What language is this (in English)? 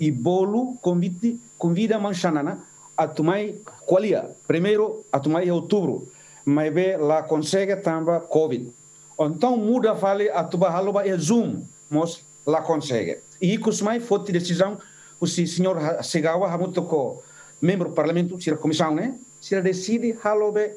Tetum